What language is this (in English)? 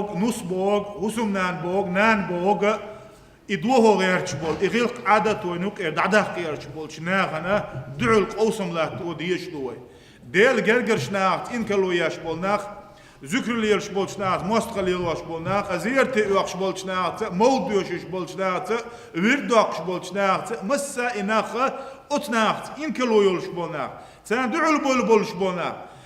Chechen